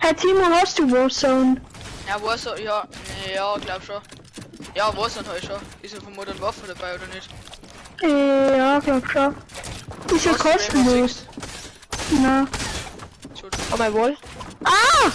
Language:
Bavarian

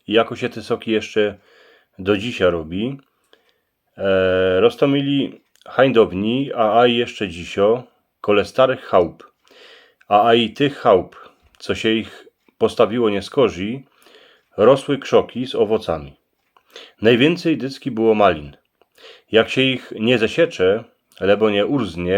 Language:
Silesian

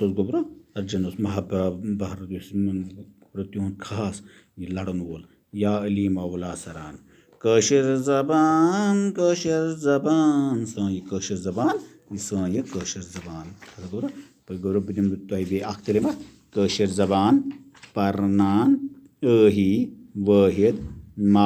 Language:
Kashmiri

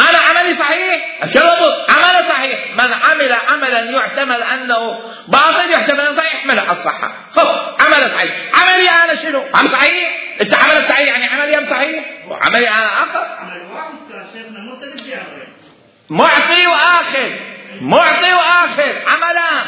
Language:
Mesopotamian Arabic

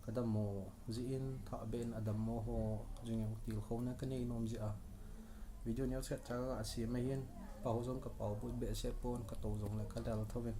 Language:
Thado Chin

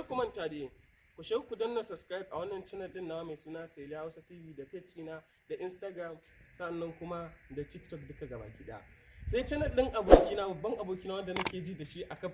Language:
Hausa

